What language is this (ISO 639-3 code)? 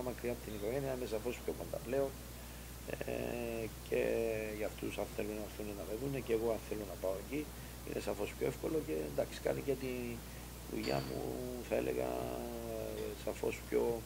ell